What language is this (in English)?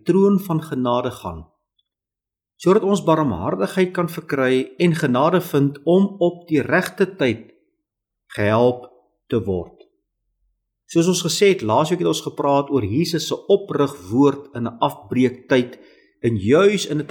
Afrikaans